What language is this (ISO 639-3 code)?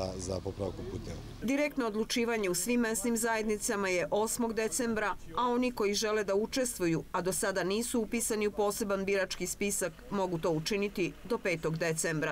srp